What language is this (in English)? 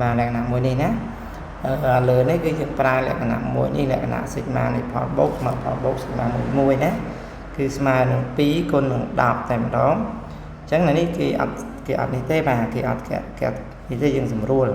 Khmer